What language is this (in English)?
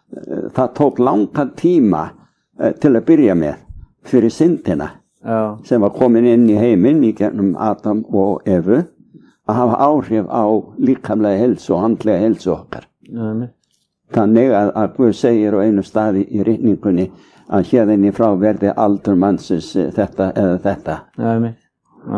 Icelandic